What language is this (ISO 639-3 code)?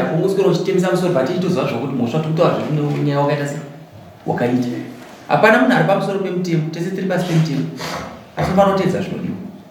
sna